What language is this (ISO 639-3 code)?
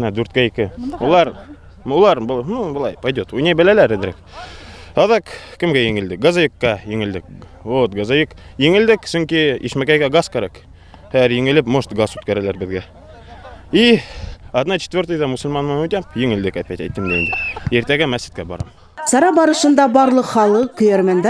bak